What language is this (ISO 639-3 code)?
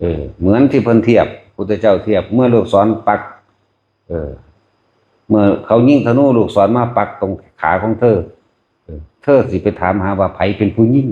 tts